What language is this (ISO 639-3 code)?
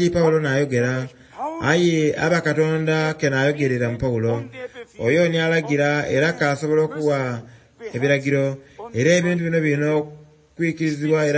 xog